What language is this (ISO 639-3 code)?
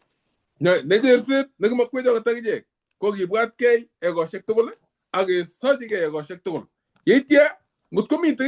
kln